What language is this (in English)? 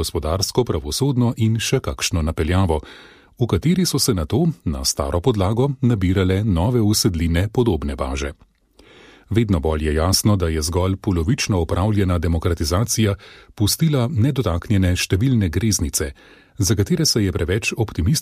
Slovenian